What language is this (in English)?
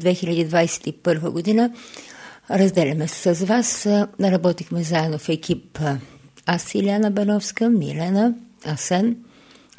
Bulgarian